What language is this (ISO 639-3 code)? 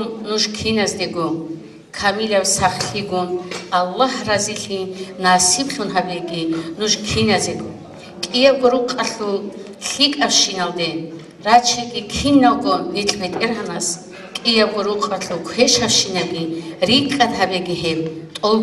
ava